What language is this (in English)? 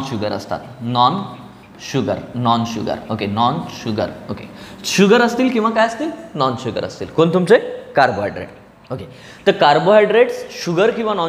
Marathi